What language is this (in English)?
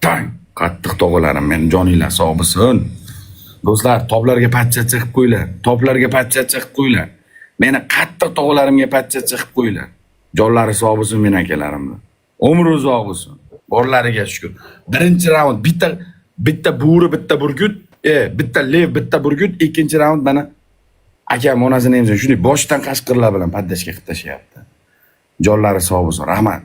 Uzbek